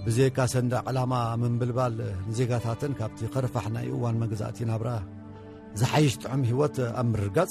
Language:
Tigrinya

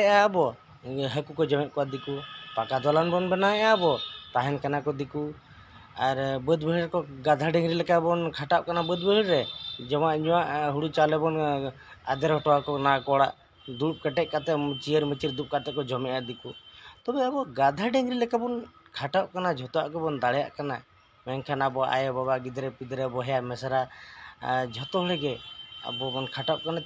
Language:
Santali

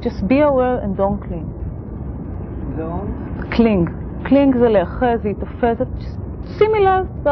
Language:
Hebrew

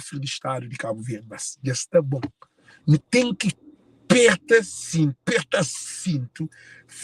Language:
Kabuverdianu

